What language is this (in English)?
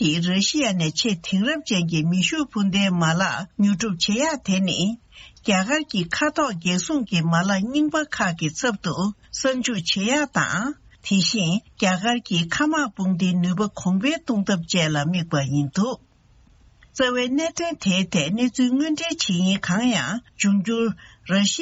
Tibetan